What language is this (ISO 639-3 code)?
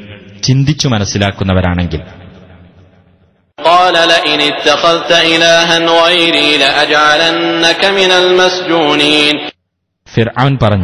mal